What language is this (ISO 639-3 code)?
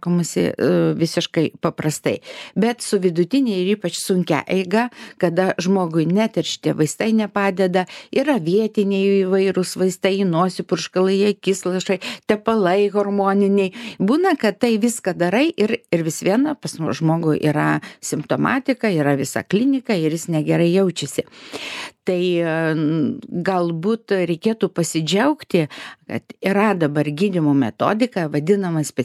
lit